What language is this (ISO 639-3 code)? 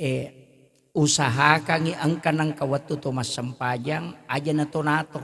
bug